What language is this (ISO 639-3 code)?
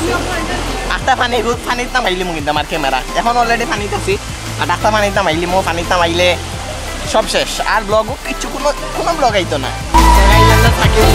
syl